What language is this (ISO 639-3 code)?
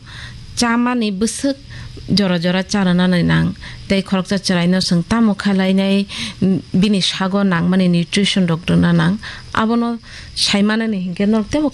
trp